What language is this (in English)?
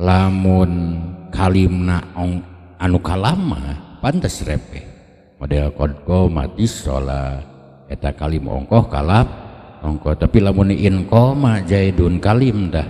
Sundanese